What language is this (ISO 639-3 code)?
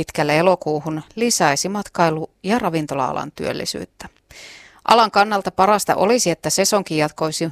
fin